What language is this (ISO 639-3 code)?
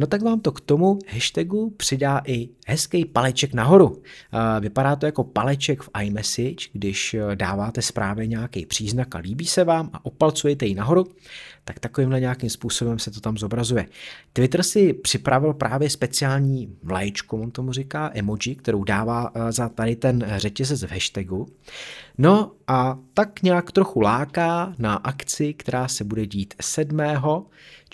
ces